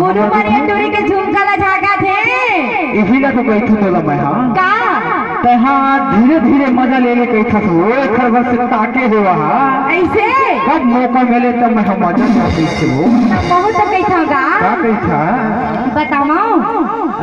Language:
Chhattisgarhi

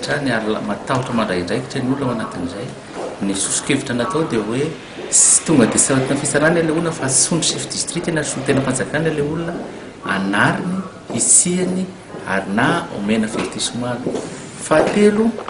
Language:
Malagasy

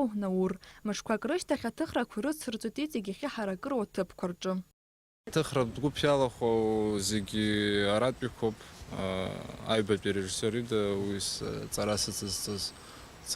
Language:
Abkhazian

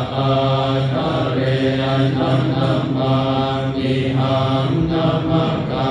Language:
Pali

